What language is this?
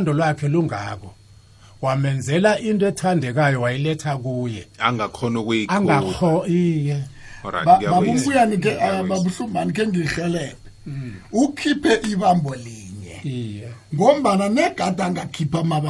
South Ndebele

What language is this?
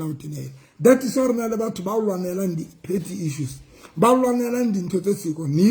Southern Sotho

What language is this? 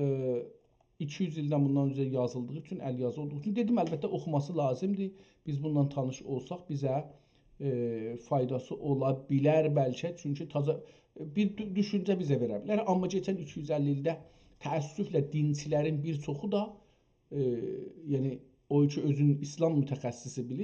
South Azerbaijani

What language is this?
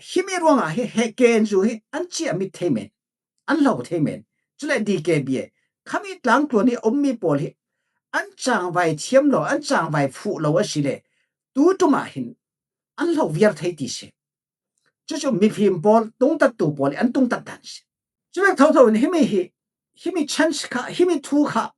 Falam Chin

